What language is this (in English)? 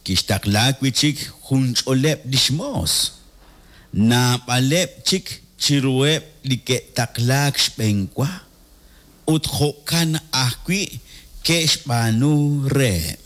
Kekchí